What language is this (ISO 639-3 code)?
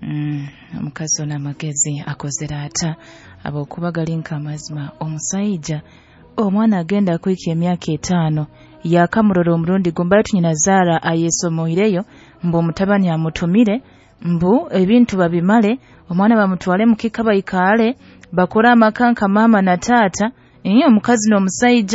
nyo